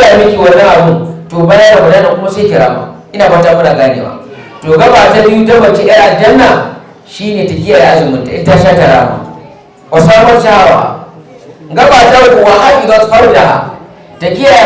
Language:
Hausa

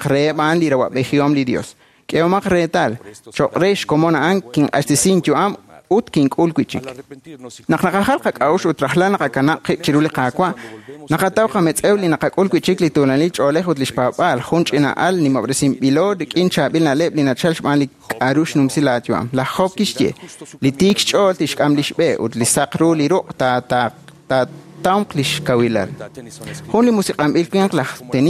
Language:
Kekchí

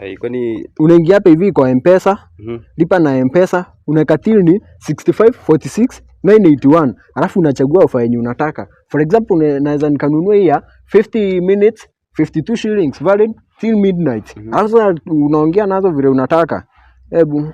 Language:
Swahili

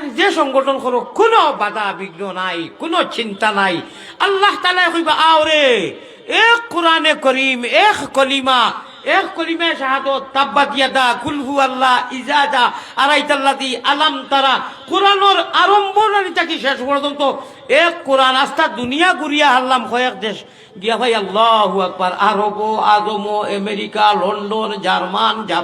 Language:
Sylheti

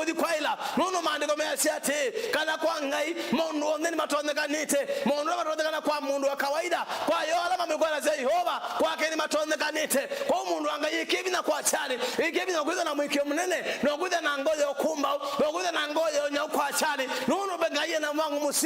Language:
Kamba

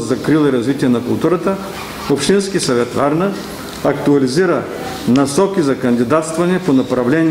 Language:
Bulgarian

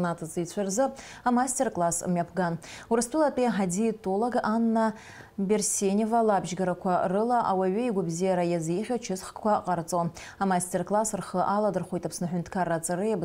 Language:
Abkhazian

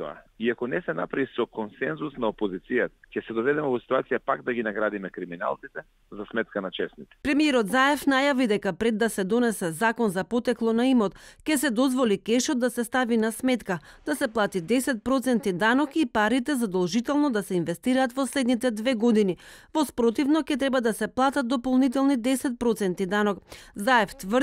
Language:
Macedonian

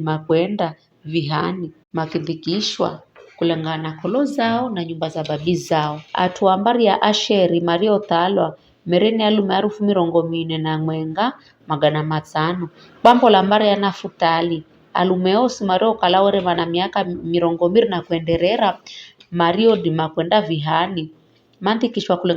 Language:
Giryama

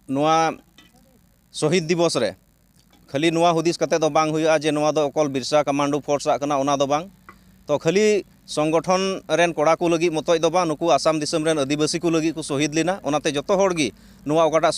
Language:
Santali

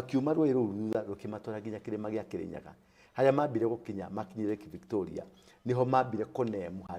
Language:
Kikuyu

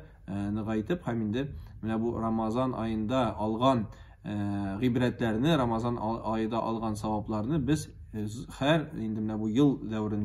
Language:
Tatar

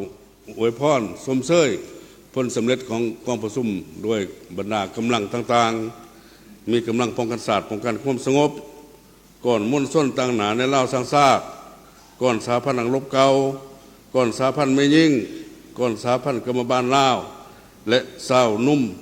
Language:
Lao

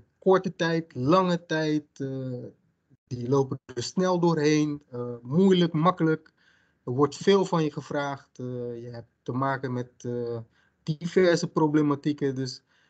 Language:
Dutch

